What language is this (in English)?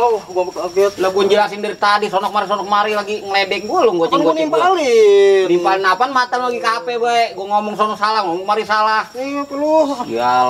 Betawi